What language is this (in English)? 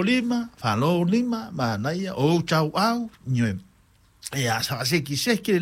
Samoan